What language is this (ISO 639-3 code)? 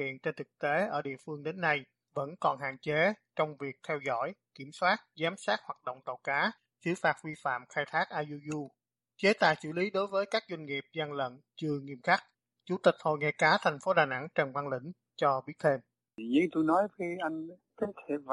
vie